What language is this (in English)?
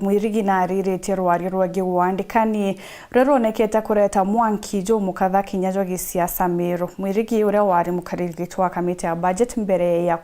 Meru